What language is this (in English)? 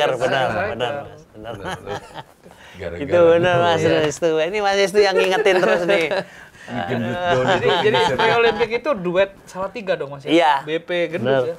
Indonesian